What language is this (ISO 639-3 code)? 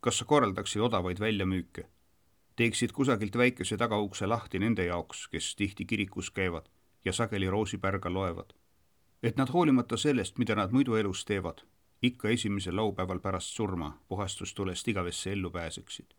est